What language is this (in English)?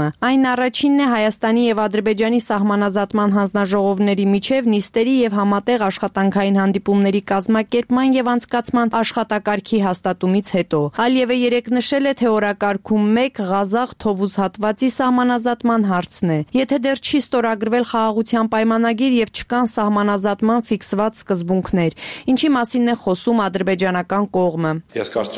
Armenian